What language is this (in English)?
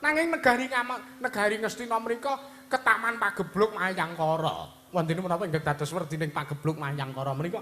Javanese